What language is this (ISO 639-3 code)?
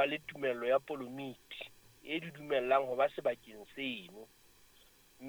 sot